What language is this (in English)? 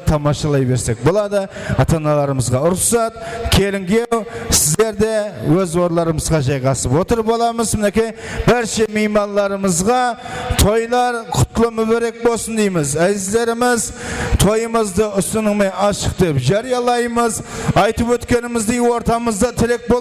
Kara-Kalpak